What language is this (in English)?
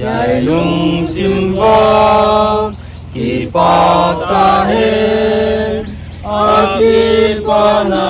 Paite Chin